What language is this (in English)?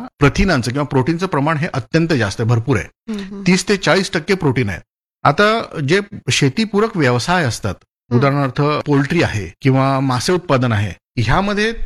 Marathi